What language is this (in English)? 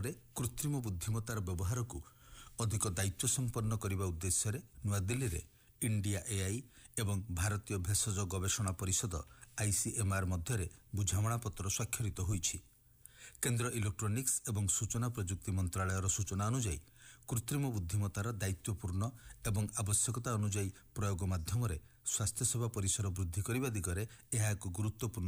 Odia